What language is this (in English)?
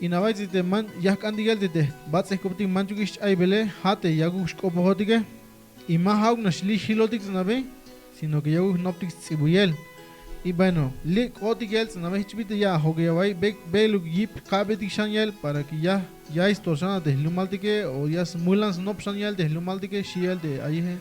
Tzeltal